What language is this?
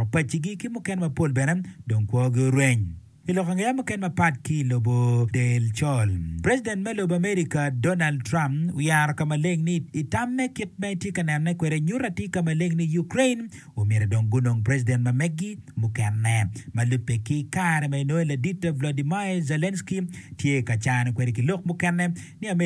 Acoli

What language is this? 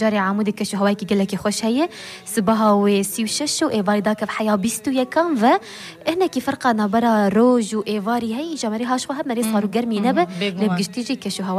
Kurdish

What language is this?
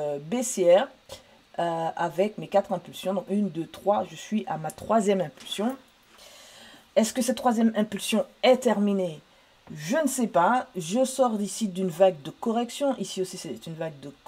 French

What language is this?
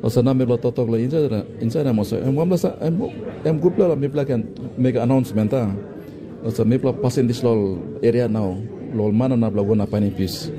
Tok Pisin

